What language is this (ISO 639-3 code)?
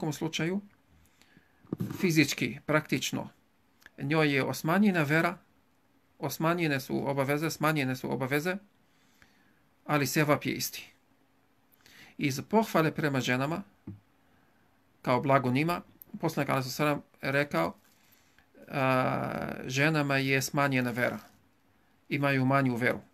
bos